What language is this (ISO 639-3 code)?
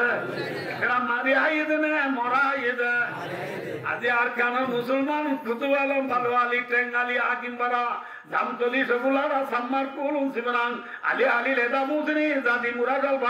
rhg